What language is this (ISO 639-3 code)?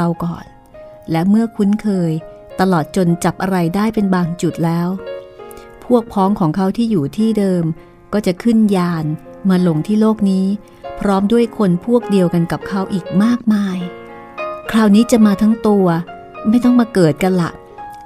tha